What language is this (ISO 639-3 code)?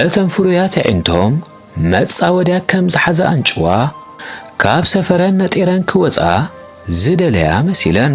tir